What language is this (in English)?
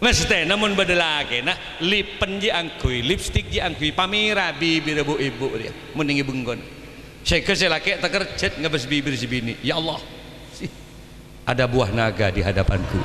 Madurese